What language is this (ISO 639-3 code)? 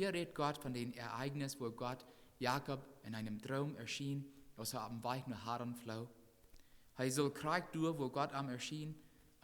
pdt